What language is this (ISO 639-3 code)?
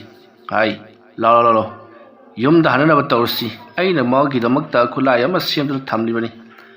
mni